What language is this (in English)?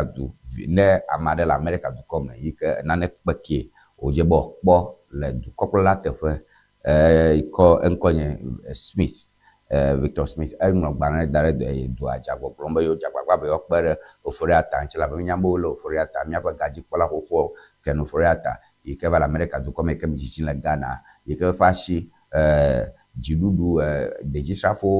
Ewe